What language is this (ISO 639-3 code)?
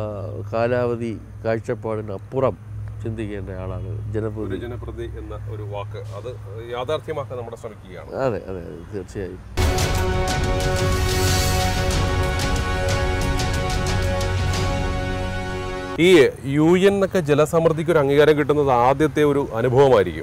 mal